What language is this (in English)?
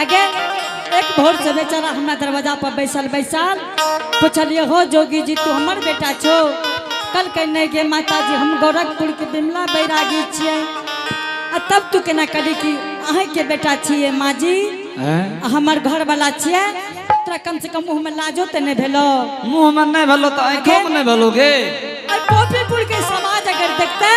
Angika